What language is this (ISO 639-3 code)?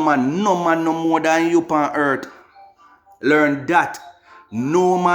jam